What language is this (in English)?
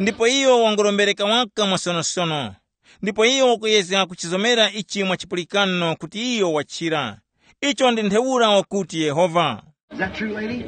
Tumbuka